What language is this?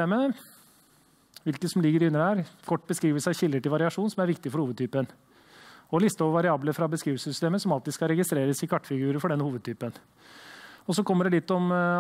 Norwegian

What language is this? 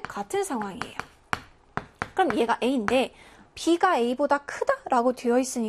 Korean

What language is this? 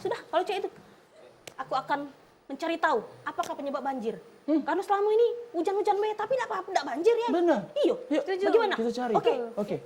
Musi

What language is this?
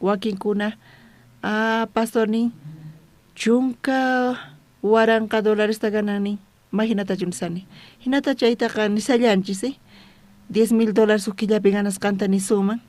South Bolivian Quechua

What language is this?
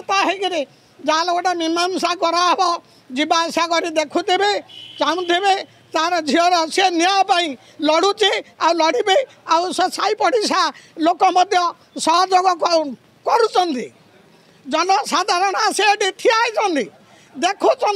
Odia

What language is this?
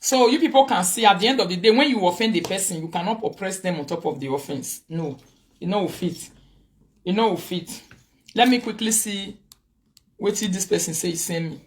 Nigerian Pidgin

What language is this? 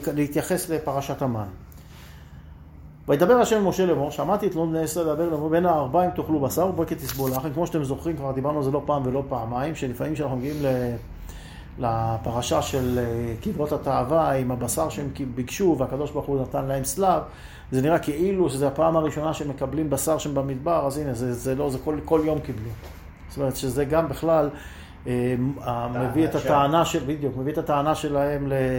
Hebrew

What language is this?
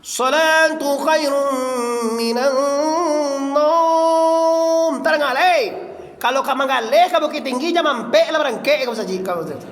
Minangkabau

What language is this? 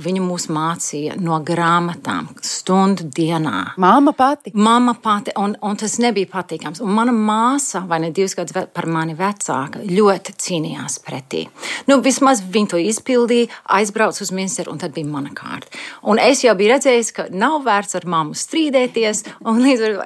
Latvian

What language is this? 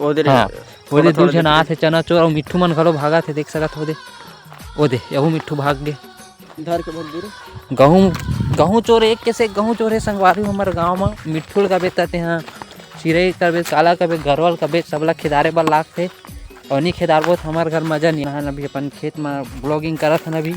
Chhattisgarhi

